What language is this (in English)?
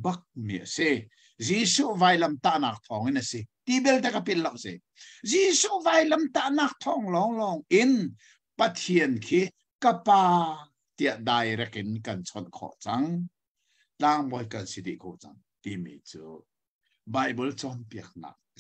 Hakha Chin